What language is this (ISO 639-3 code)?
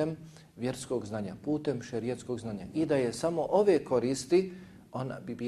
bos